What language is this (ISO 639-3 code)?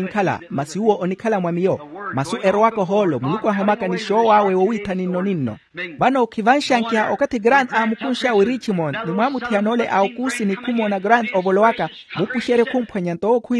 vmw